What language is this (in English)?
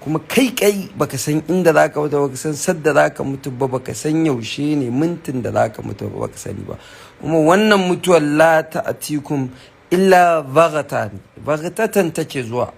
Hausa